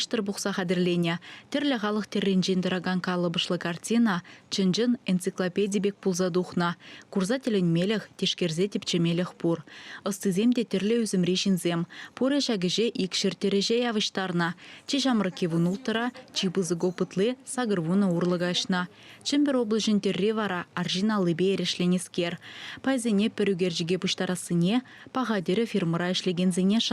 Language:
Chuvash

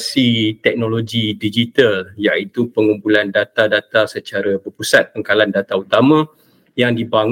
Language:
Malay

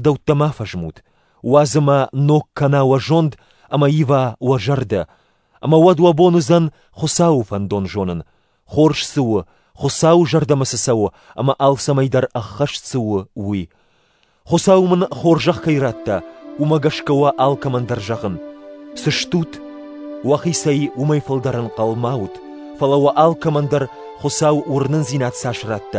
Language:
Ossetic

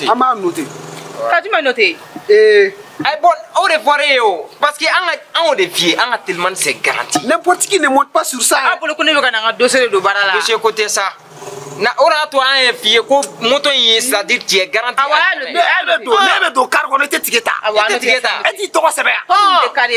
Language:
Bambara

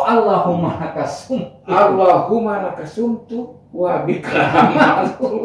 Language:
Gorontalo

